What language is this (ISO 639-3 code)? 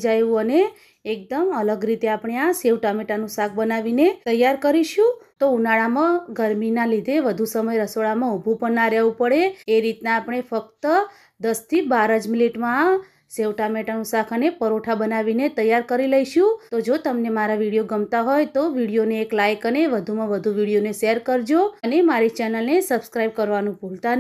guj